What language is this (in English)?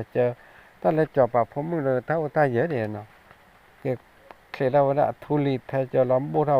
S'gaw Karen